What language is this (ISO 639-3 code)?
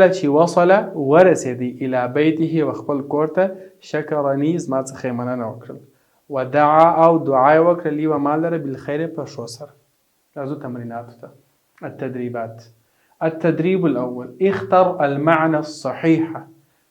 pus